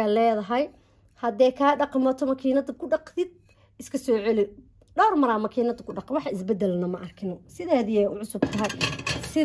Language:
Somali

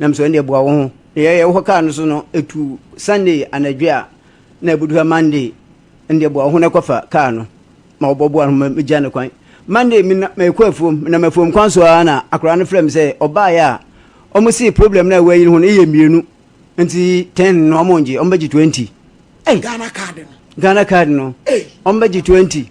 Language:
Akan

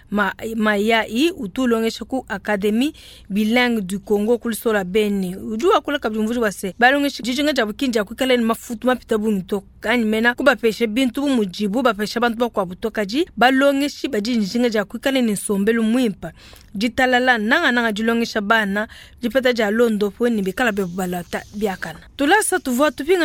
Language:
Luba-Lulua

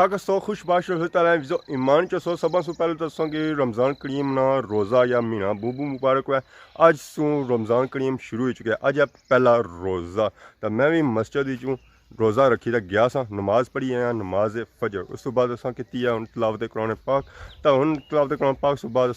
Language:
Pahari-Potwari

